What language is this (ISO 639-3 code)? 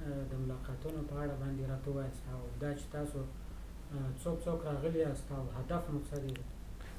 pus